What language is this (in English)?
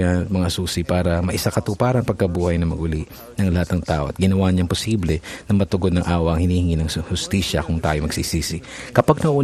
Filipino